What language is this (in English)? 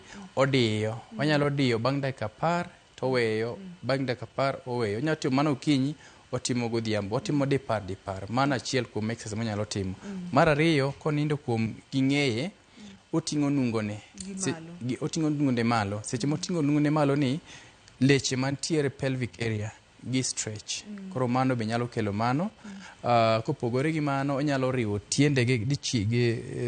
Luo (Kenya and Tanzania)